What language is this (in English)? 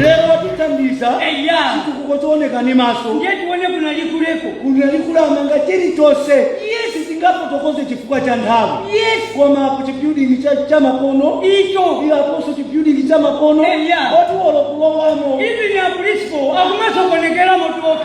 Nyanja